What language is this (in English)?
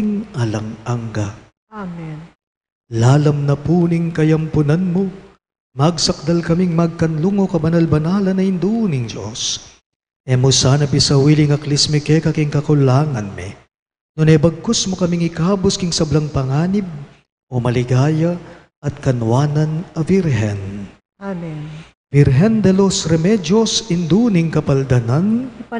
Pampanga